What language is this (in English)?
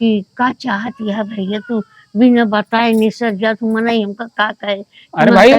Awadhi